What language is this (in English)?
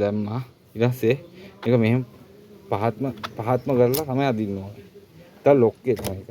Sinhala